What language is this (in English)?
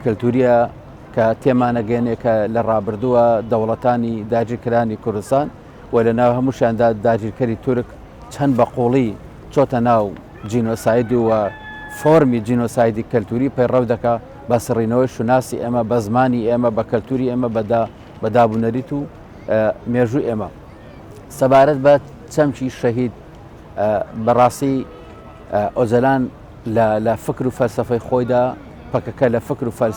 Central Kurdish